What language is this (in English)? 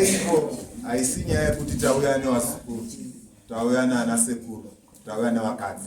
Shona